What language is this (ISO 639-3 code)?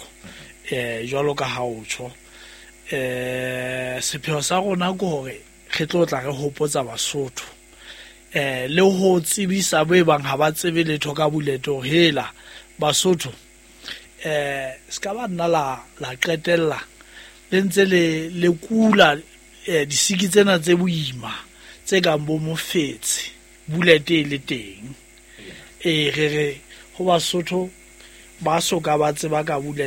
sot